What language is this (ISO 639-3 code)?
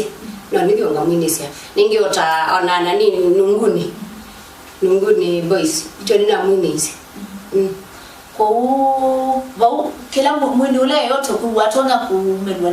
kam